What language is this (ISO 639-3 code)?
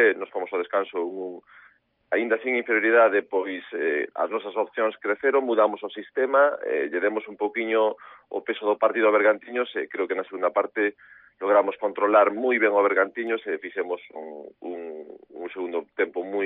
glg